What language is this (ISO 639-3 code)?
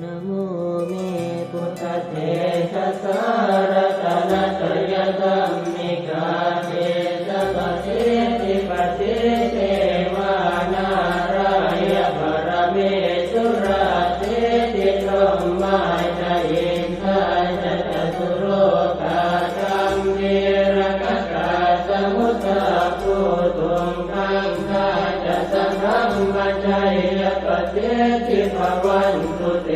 pli